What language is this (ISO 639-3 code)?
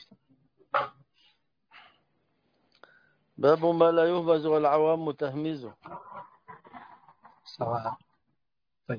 ara